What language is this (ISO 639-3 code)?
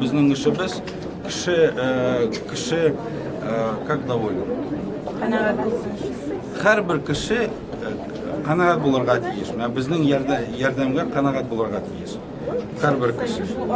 tat